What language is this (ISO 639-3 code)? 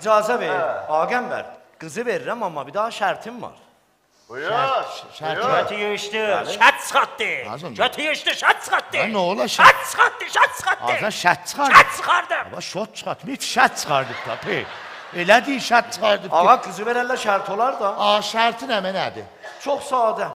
azb